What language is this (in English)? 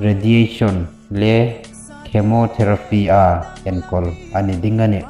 Hmar